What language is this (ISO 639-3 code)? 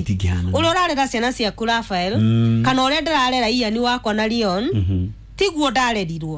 kik